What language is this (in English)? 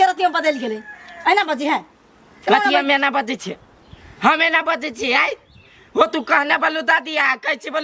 Maithili